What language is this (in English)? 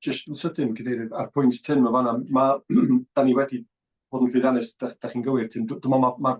Welsh